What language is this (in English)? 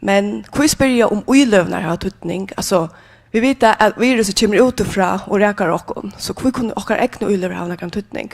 Faroese